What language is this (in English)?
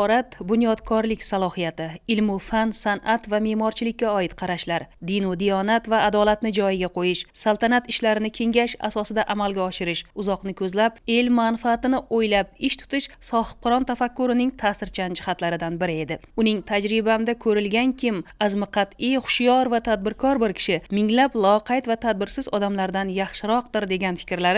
Uzbek